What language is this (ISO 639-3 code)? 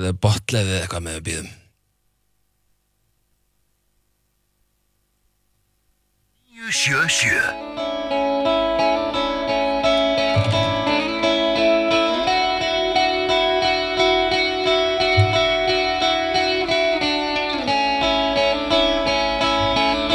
isl